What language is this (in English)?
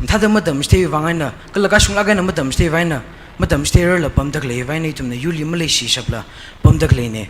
Tangkhul Naga (India)